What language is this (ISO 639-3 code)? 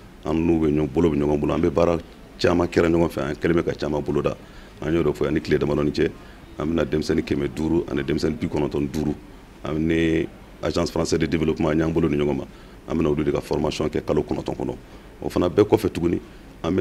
bam